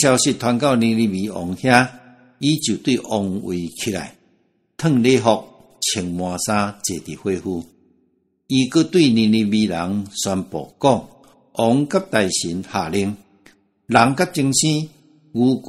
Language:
Min Nan Chinese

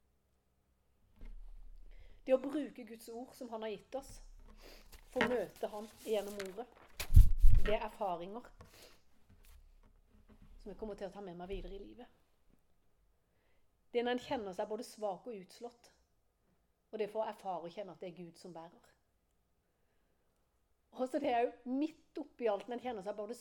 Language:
Norwegian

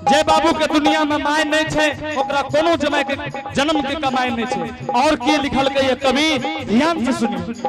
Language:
Angika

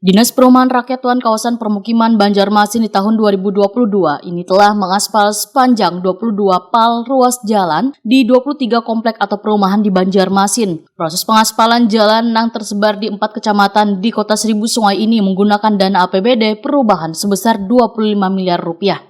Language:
Banjar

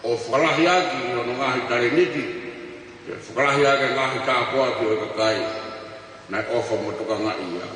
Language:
Tongan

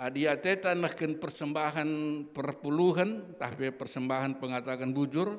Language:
Batak Karo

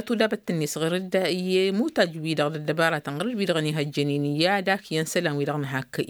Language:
Tamasheq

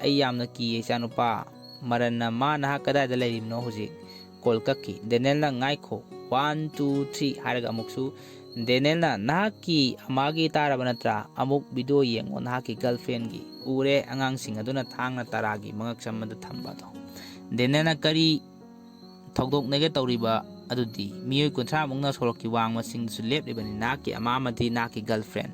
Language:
Manipuri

